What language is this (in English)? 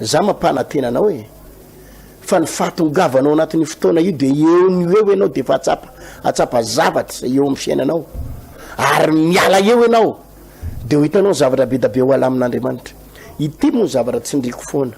Malagasy